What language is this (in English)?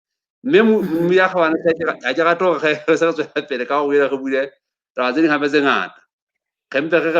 Southern Sotho